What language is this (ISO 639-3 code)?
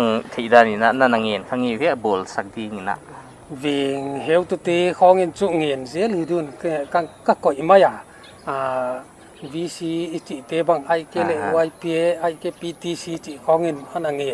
pck